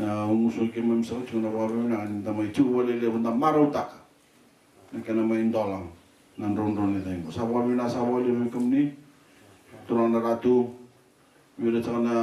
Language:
Fijian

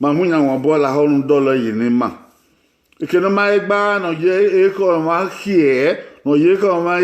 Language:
Bini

